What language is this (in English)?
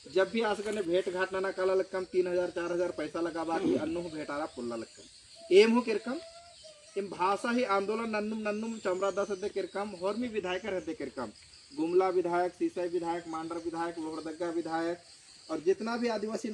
Kurukh